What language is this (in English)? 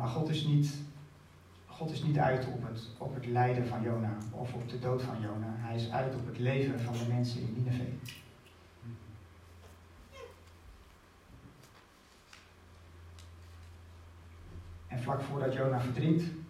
Dutch